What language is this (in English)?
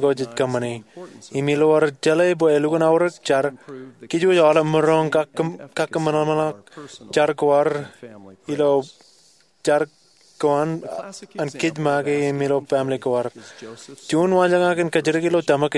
Marshallese